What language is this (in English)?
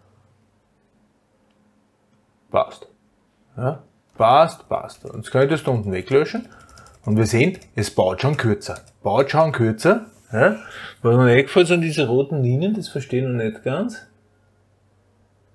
German